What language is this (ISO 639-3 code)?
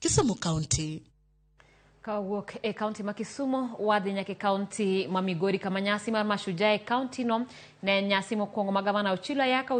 luo